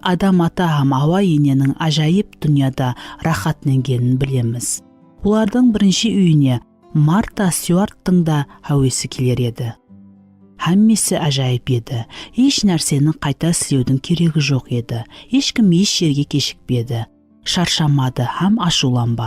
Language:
Kara-Kalpak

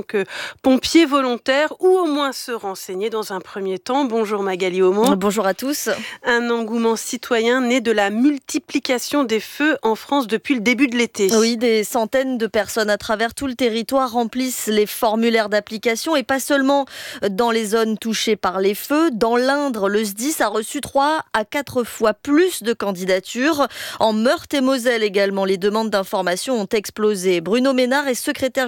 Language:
French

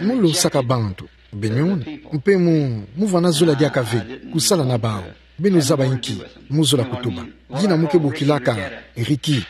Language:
Kituba (Democratic Republic of Congo)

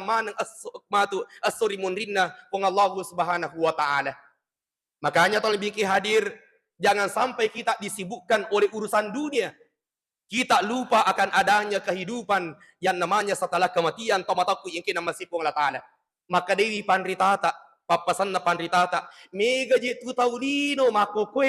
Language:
Buginese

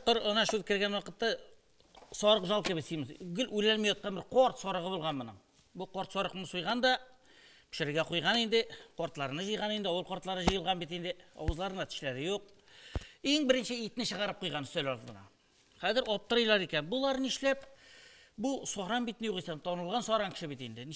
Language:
Tatar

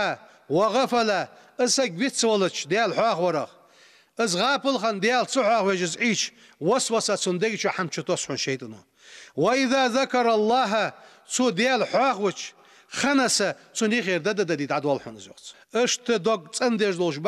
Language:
Ingush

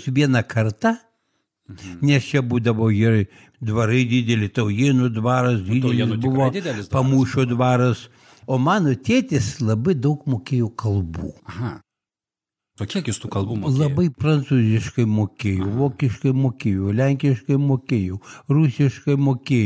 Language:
Lithuanian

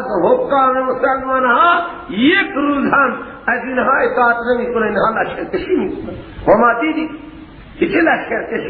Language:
Persian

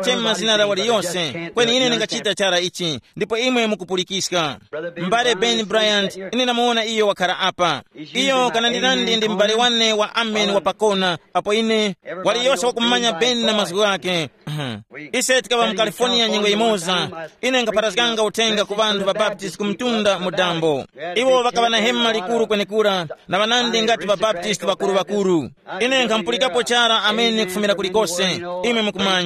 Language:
Tumbuka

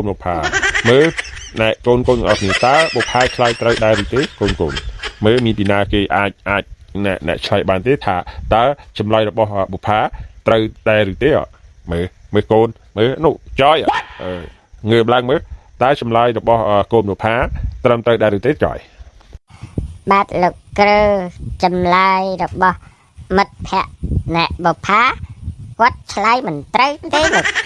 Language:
Khmer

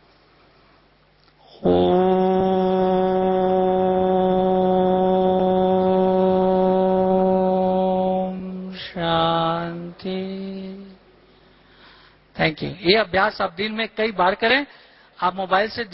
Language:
Hindi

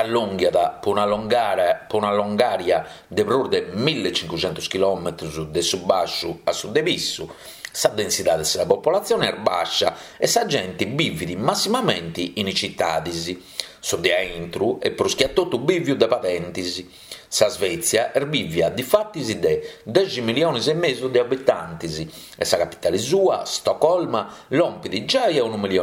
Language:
Sardinian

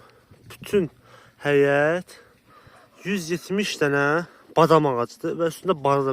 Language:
Azerbaijani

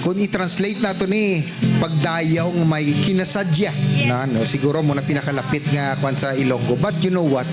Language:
Hiligaynon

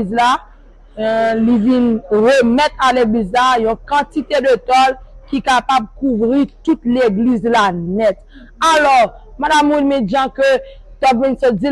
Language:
Haitian Creole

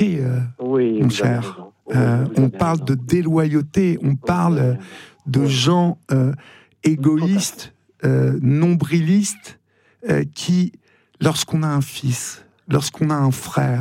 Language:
French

